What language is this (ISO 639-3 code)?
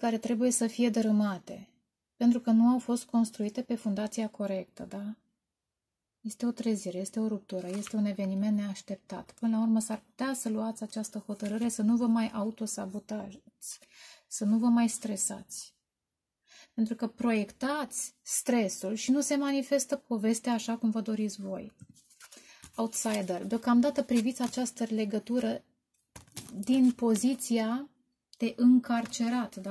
ron